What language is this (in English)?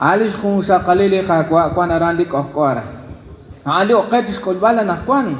Kekchí